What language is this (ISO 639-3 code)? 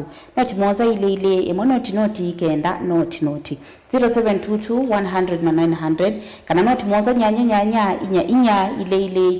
kam